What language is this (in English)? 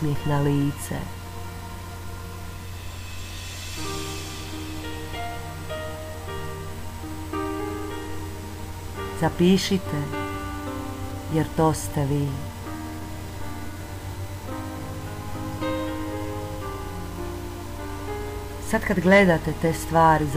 Croatian